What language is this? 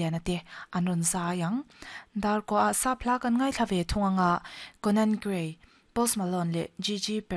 Mizo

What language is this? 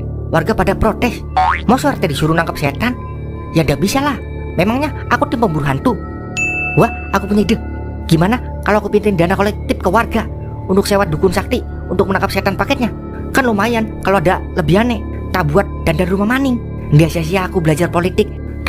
Betawi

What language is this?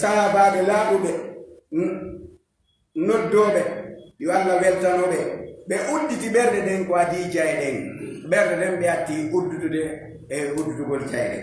Fula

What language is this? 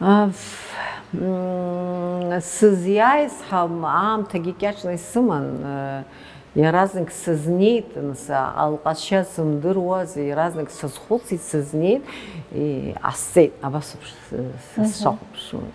Abkhazian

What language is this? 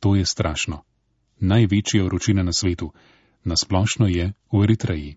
Slovenian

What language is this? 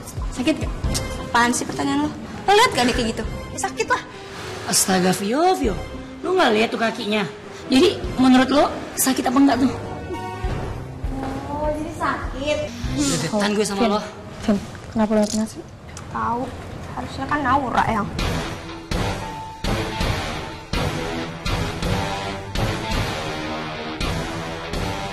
Indonesian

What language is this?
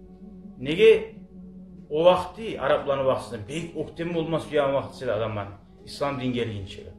Kumyk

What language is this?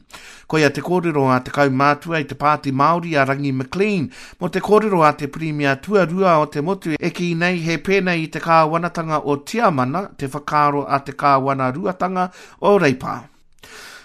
Māori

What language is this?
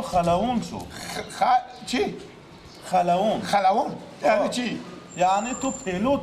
Persian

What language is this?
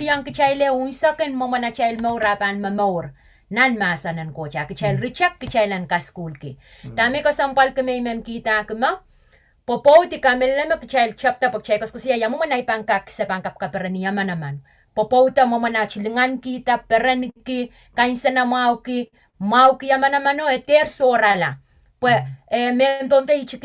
Pohnpeian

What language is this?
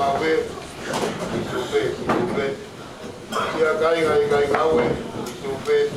Tongan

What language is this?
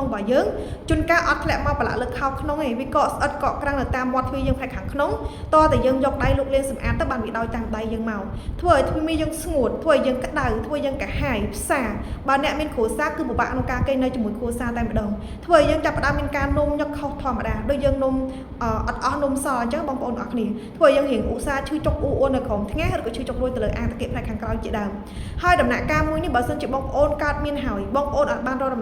Khmer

